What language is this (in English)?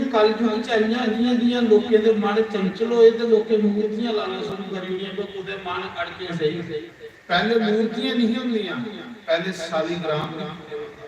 Dogri